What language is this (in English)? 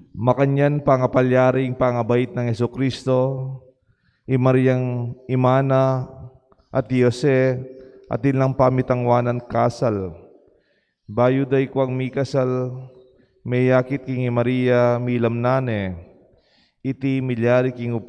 Pampanga